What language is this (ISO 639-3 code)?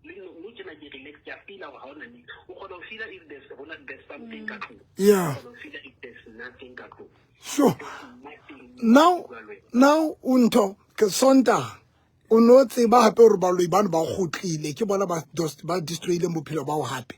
sot